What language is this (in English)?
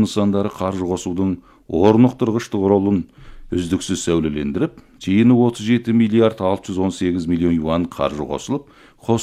Kazakh